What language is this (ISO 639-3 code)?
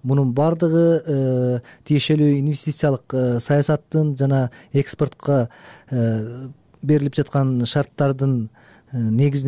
kir